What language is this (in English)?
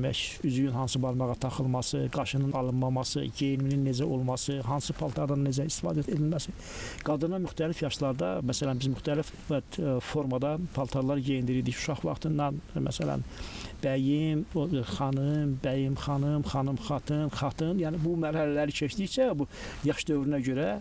Azerbaijani